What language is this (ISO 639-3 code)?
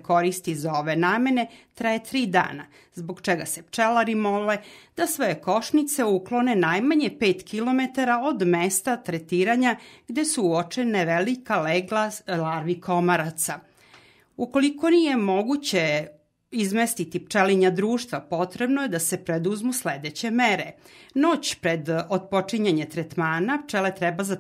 srp